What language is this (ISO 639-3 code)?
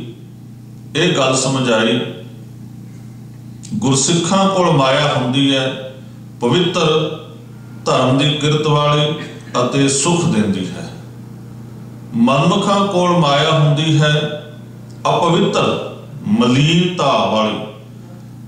pan